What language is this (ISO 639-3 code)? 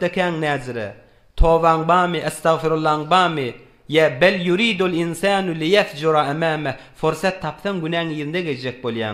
tuk